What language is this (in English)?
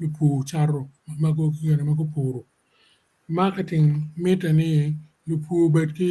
Acoli